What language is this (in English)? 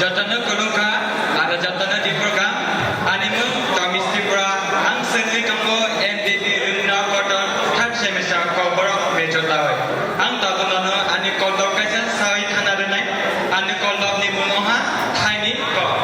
Kok Borok